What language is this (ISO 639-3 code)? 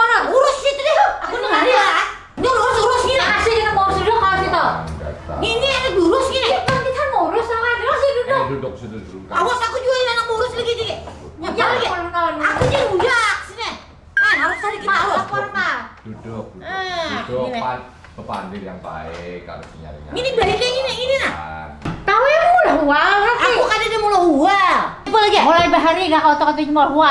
bjn